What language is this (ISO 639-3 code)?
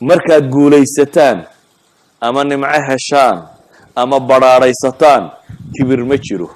som